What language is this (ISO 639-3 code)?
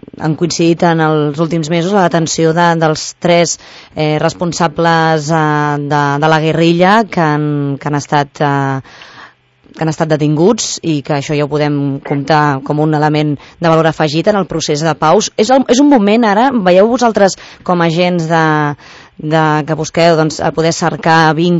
cat